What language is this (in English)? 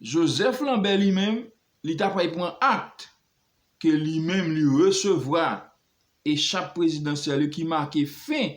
Haitian Creole